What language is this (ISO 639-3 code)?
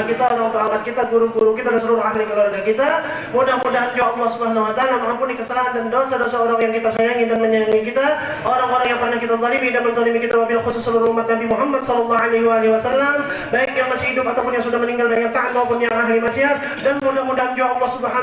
bjn